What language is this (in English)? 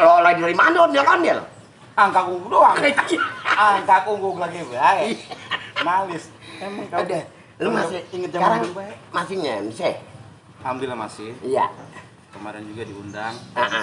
Betawi